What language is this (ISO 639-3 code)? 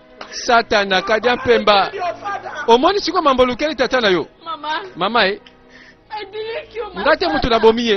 lin